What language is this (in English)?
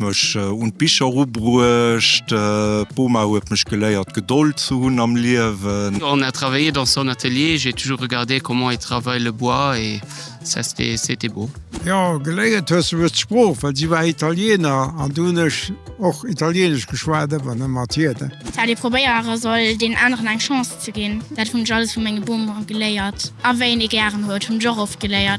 Luxembourgish